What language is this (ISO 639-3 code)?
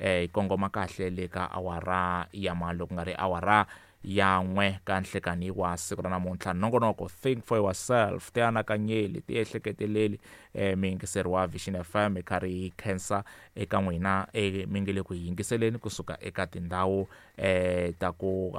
tso